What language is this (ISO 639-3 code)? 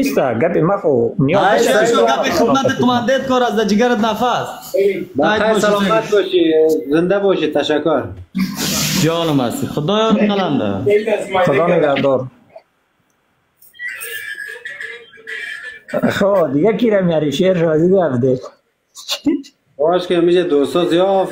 fas